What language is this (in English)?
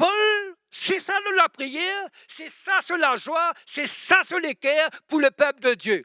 Morisyen